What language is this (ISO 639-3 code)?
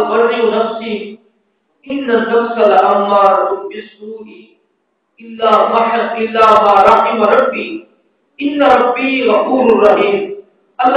skr